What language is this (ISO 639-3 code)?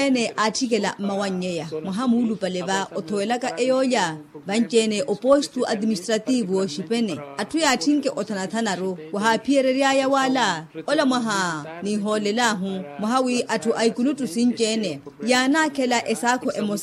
vmw